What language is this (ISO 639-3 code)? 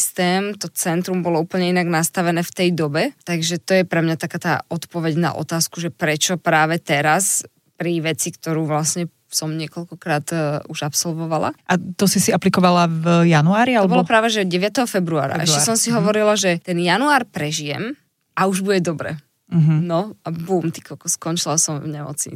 slk